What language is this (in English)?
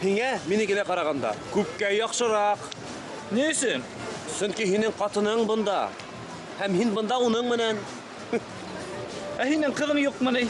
Bashkir